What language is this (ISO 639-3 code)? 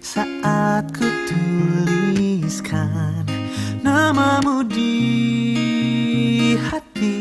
bjn